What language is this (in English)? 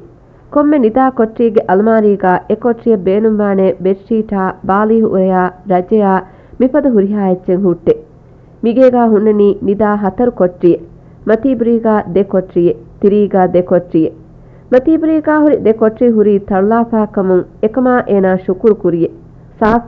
Divehi